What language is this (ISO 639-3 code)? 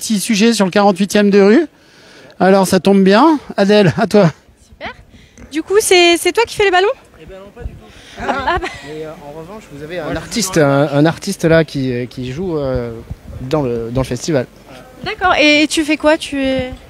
fra